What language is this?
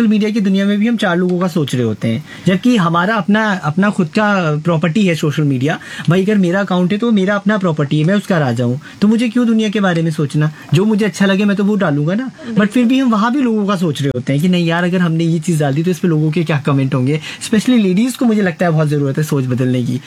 Hindi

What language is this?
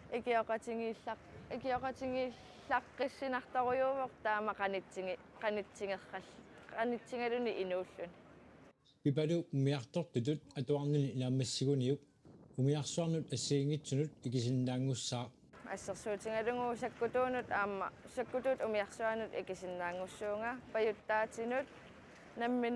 Kalaallisut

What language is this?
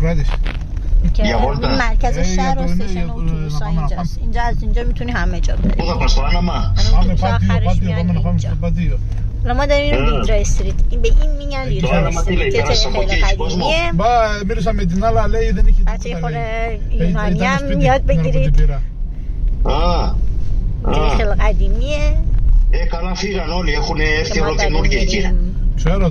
Persian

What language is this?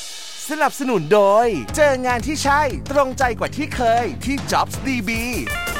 Thai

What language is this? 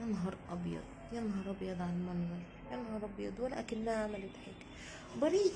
Egyptian Arabic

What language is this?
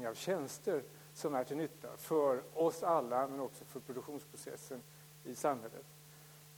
Swedish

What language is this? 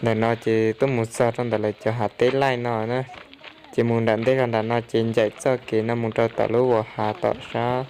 Hmong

